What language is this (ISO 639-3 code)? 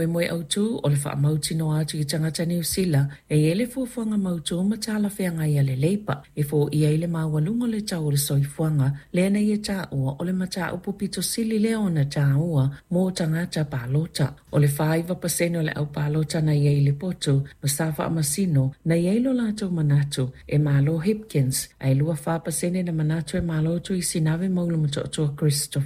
smo